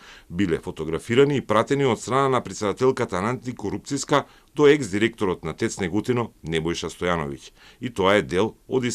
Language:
Macedonian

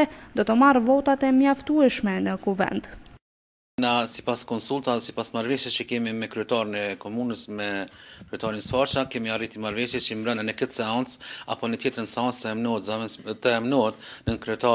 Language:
Albanian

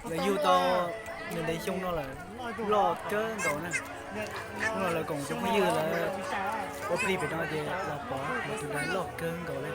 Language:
Hmong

